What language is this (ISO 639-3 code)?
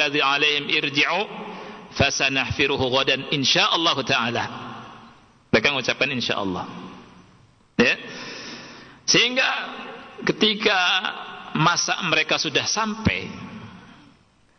ind